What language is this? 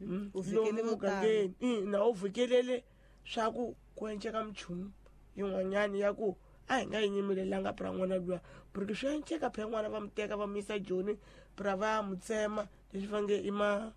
Tsonga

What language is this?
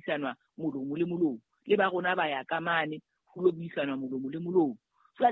Southern Sotho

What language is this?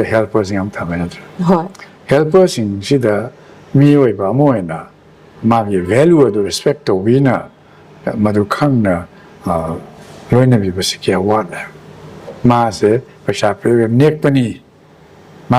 Manipuri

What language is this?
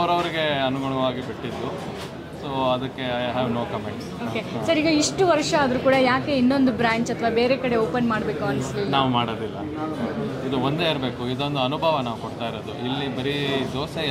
Kannada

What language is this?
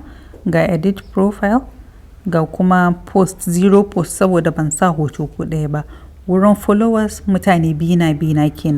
Hausa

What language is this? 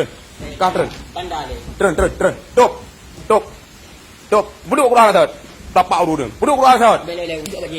Achinese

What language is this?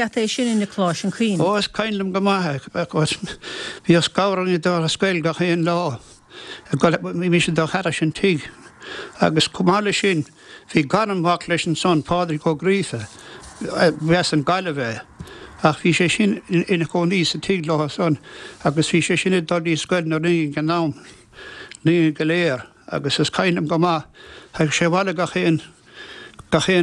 Irish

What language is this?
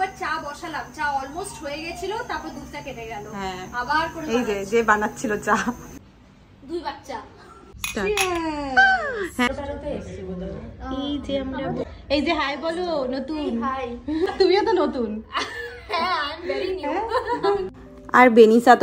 Bangla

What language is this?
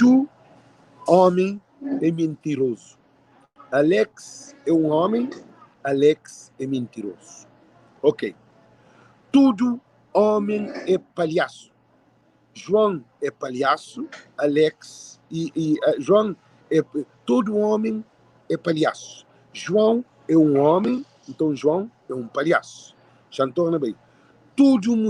Kabuverdianu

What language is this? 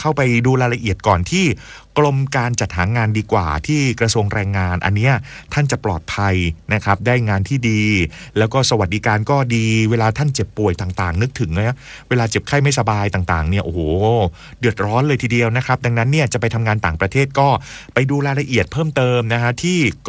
Thai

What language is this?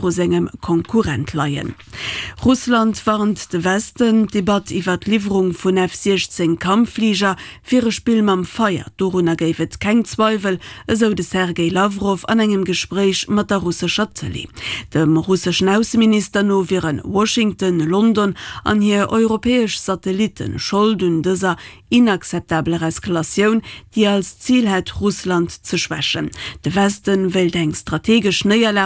Luxembourgish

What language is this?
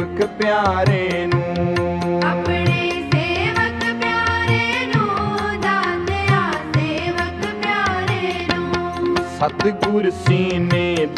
Punjabi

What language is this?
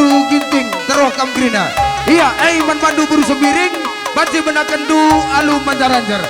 Batak Karo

